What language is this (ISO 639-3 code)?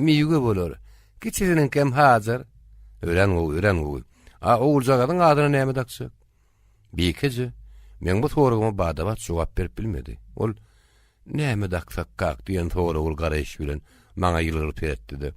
tuk